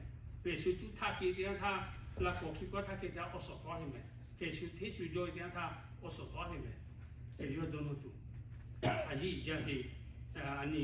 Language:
Lahu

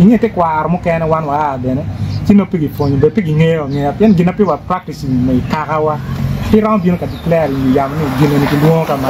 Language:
Acoli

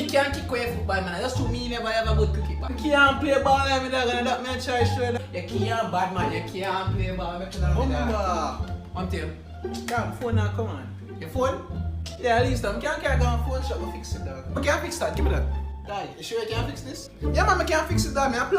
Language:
Jamaican Creole English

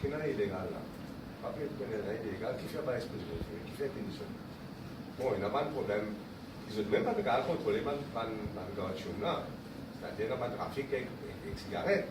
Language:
Morisyen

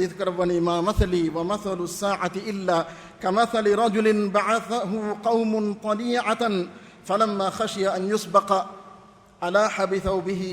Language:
Divehi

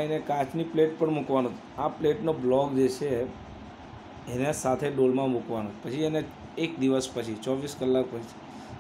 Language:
Gujarati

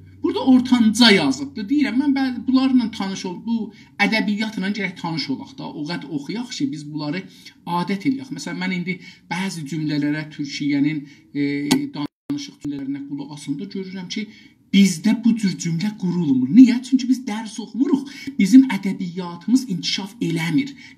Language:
South Azerbaijani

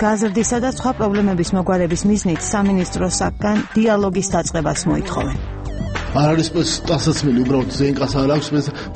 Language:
Georgian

